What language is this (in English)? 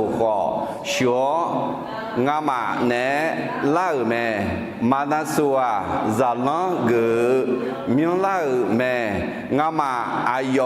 Akha